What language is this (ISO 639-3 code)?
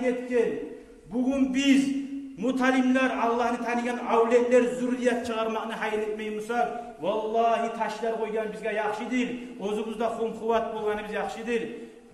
kum